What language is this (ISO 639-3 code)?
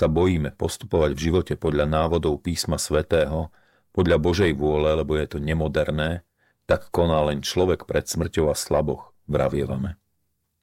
slk